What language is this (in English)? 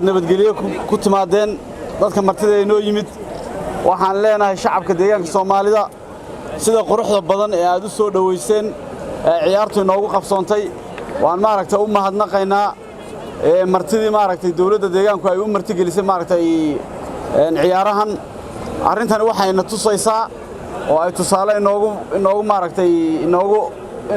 Somali